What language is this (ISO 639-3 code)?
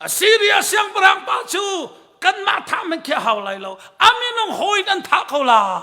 cnh